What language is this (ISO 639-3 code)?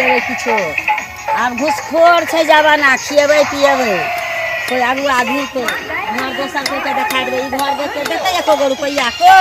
mai